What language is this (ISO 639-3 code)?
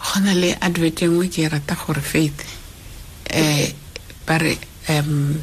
tsn